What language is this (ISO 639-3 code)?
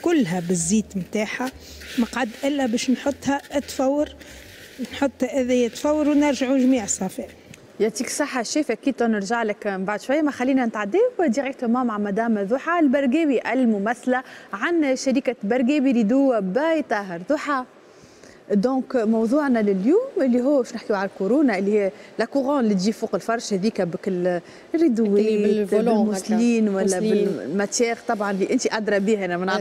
aeb